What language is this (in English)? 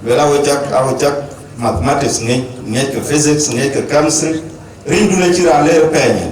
Dinka